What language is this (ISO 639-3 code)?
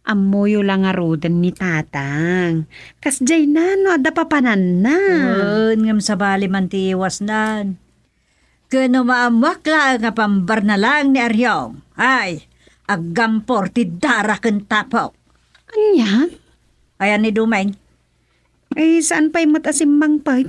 ilo